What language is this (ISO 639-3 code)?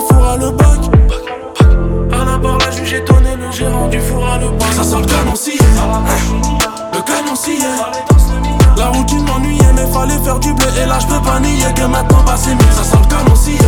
fra